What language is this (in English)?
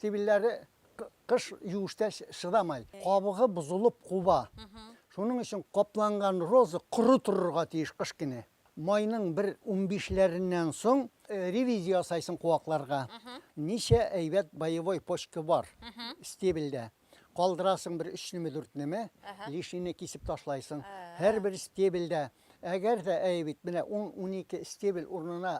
Bashkir